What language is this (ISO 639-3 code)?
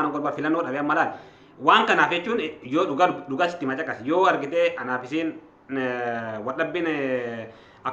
orm